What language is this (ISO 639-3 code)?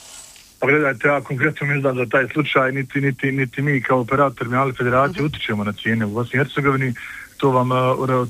bos